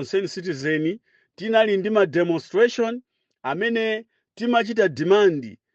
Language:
Nyanja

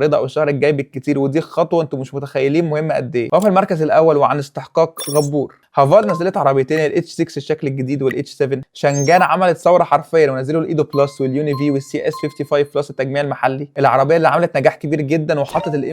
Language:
Egyptian Arabic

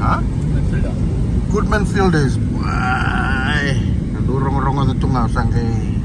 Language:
Fijian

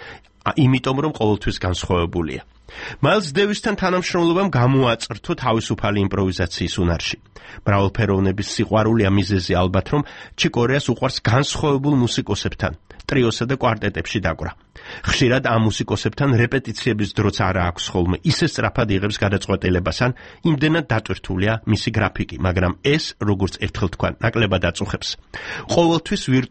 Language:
Georgian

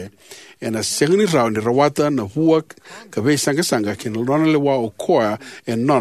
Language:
Fijian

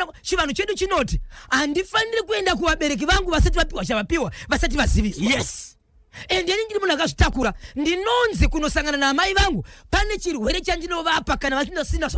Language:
Shona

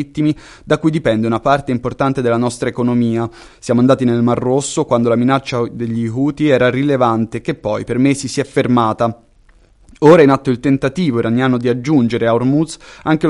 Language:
Italian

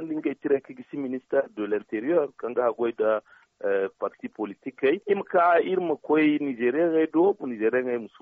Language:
Zarma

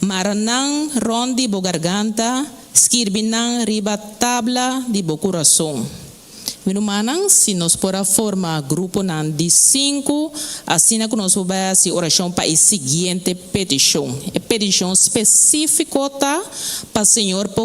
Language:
Papiamento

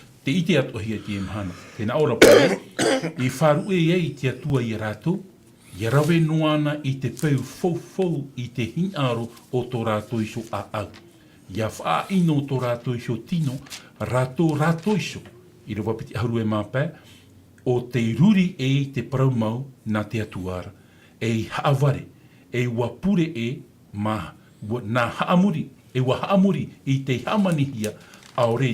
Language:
Tahitian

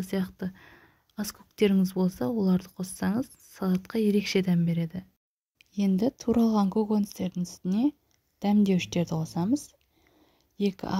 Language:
Kazakh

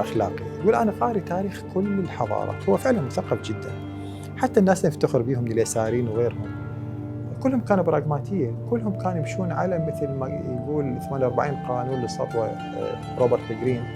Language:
Mesopotamian Arabic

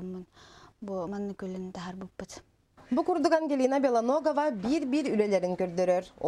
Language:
Yakut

